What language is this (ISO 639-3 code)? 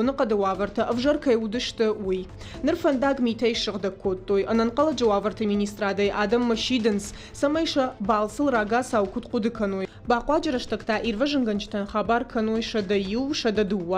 oss